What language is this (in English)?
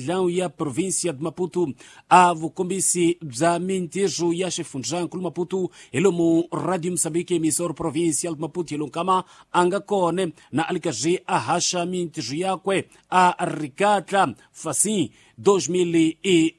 Tsonga